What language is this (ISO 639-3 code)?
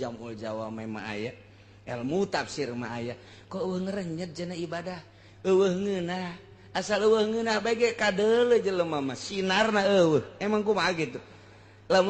sun